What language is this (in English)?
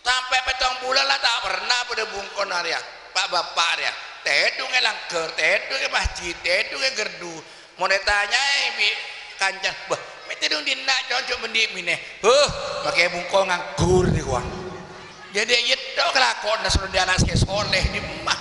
Madurese